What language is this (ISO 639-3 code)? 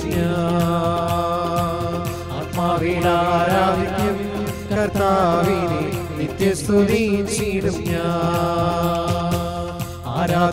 mal